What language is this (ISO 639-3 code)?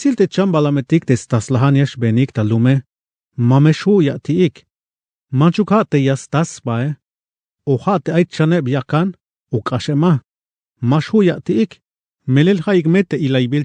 tzh